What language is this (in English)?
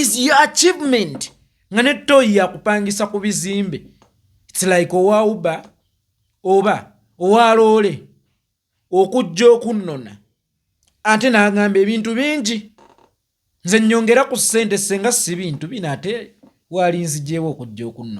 Ganda